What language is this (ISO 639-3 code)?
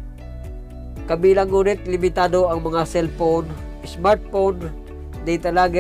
fil